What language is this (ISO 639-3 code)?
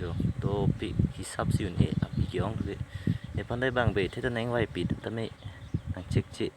mjw